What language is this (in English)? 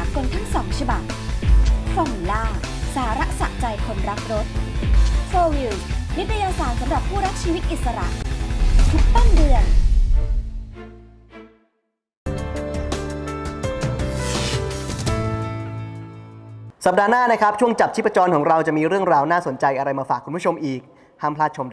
Thai